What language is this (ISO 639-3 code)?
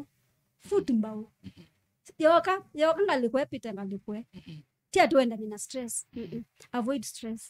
kam